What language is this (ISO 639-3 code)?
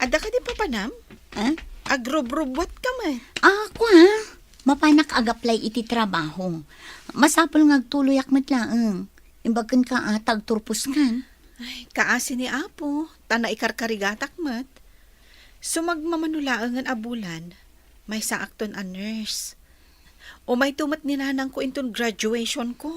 ilo